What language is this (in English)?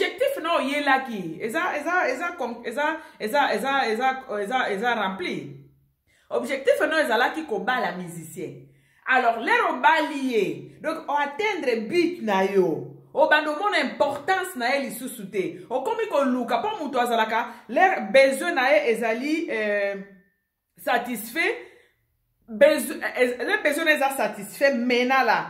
Lingala